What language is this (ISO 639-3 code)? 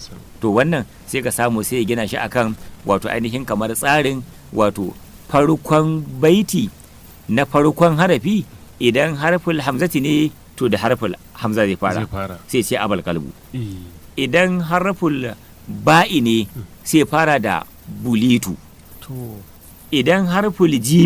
hau